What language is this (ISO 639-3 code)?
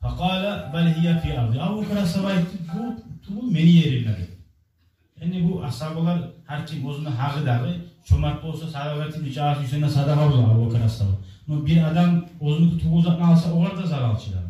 kum